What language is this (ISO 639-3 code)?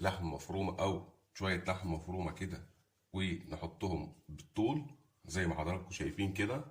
arz